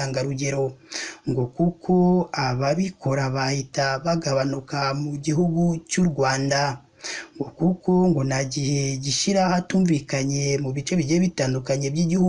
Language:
Kinyarwanda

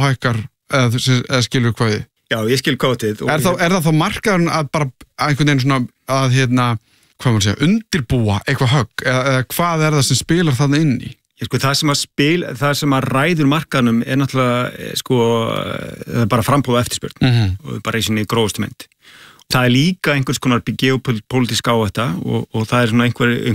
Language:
Icelandic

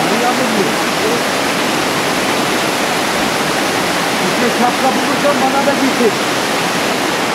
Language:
Turkish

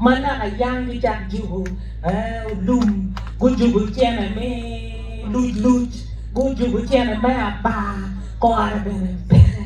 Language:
Acoli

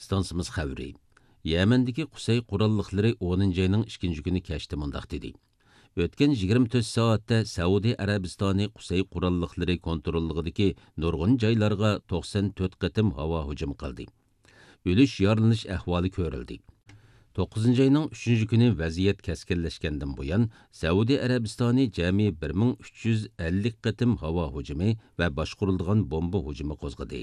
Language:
Uyghur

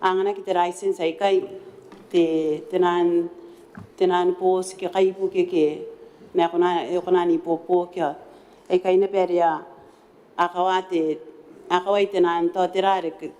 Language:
Gilbertese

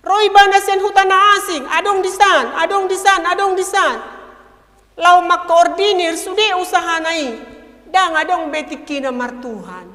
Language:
Batak Toba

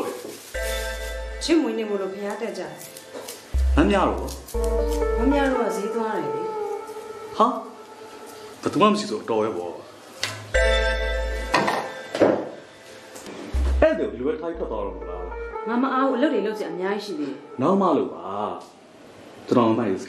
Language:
Burmese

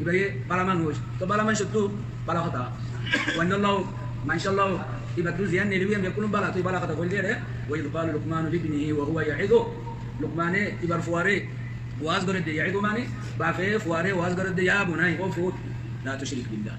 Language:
Rohingya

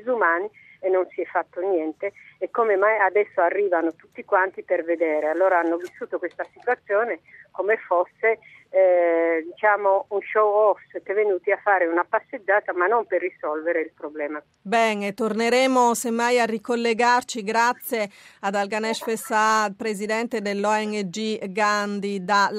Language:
Italian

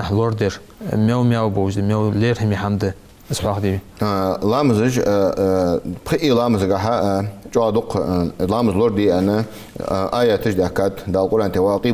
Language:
Ingush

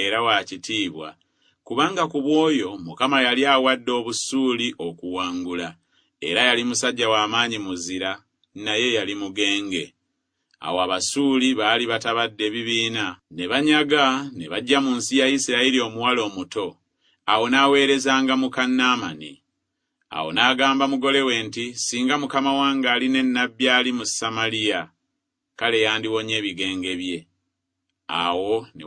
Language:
Ganda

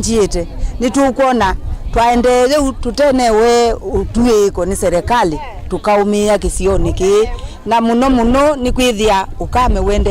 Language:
Kamba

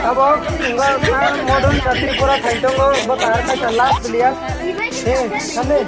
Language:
Kok Borok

